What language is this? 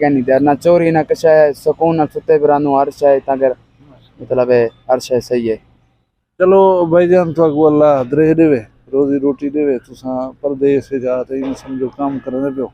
Saraiki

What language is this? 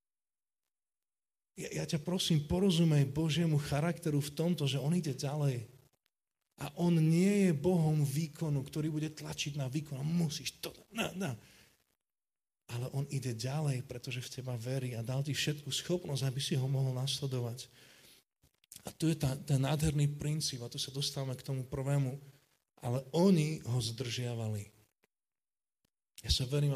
Slovak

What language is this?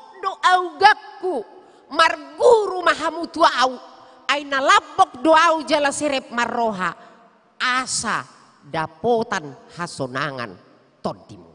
Batak Toba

